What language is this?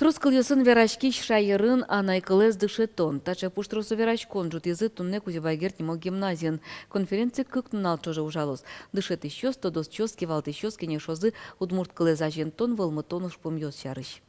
Udmurt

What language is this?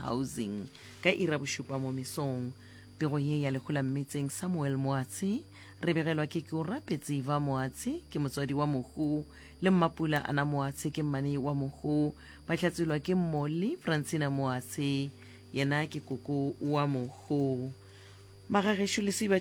Northern Sotho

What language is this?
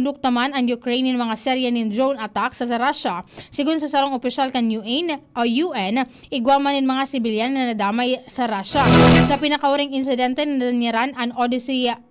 Bikol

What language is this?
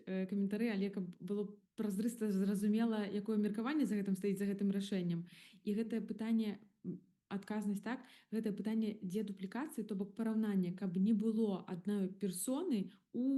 Belarusian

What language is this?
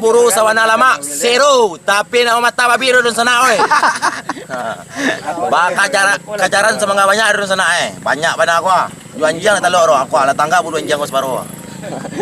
Minangkabau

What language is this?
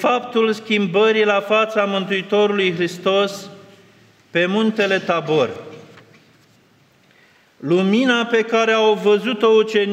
Romanian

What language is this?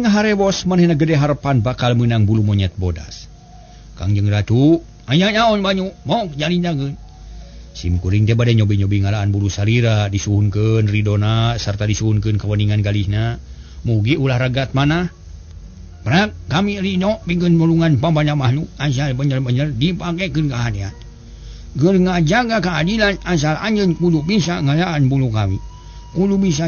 Sundanese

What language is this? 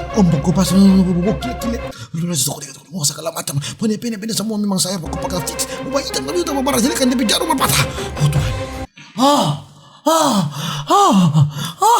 Manado Malay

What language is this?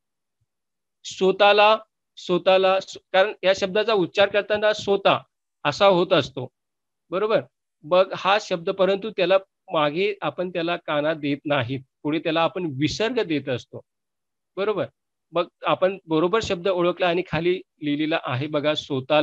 Marathi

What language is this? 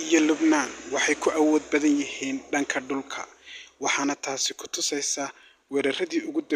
Somali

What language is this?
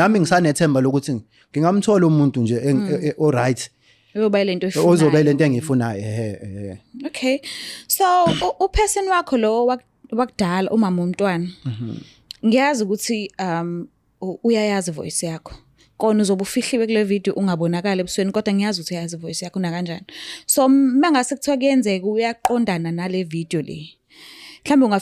Zulu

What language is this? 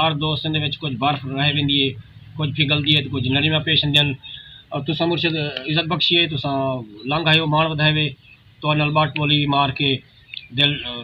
Saraiki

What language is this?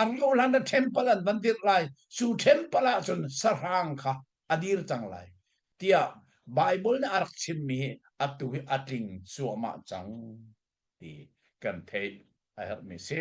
Hakha Chin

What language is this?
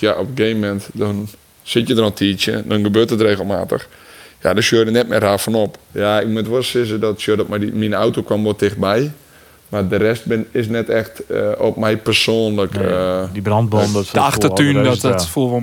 Western Frisian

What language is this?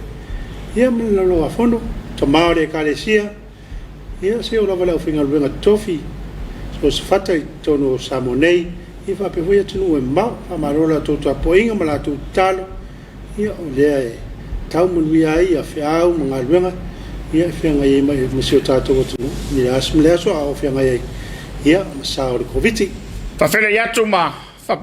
Samoan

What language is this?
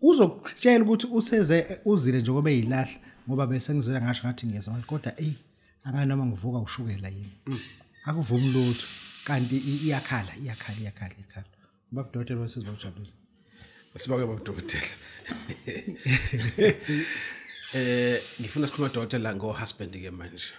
Zulu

